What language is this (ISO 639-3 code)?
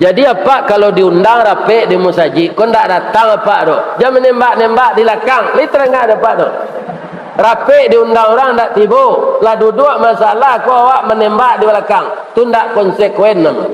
min